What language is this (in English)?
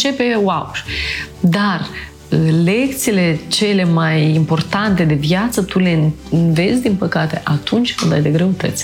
Romanian